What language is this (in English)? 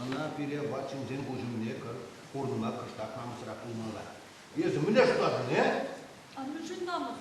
Chuvash